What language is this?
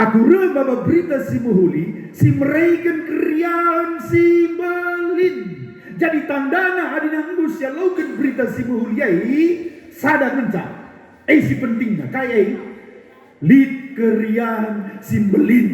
Batak Karo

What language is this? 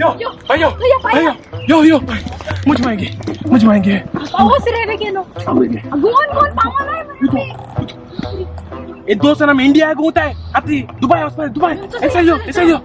Konkani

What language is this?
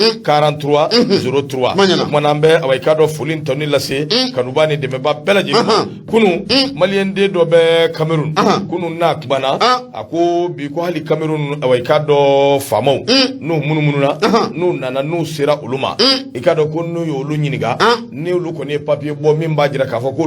Bambara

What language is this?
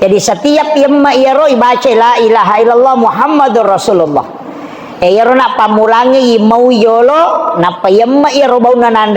Buginese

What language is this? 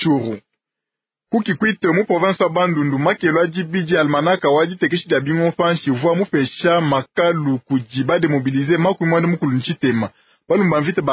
Luba-Lulua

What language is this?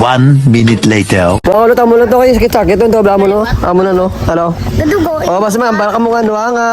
Hiligaynon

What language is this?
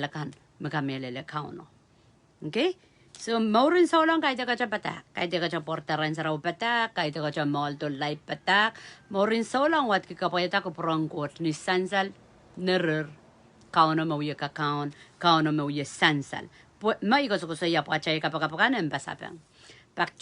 Pohnpeian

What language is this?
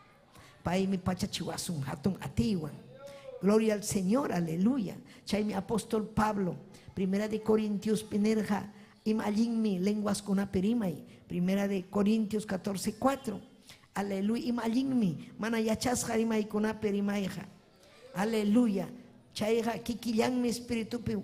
Ayacucho Quechua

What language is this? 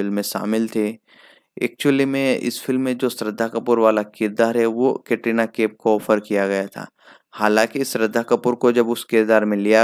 Hindi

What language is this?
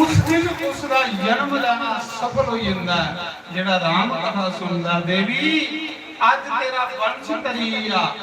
Dogri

